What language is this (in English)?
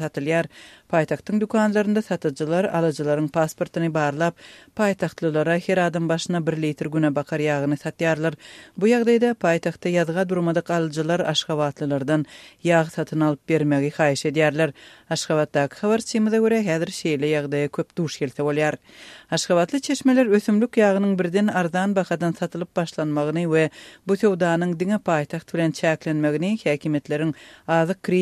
Turkmen